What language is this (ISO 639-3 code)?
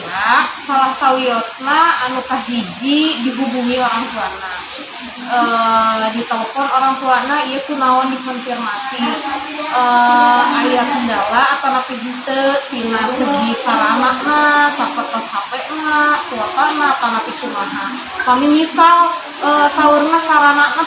sun